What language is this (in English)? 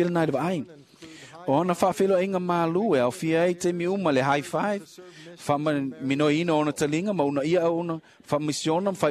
Samoan